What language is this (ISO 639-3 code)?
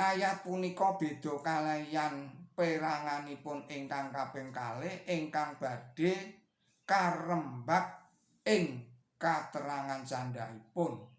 jav